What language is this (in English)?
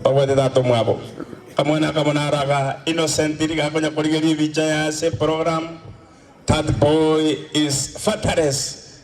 Gusii